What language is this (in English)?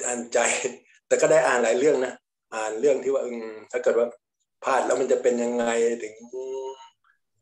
Thai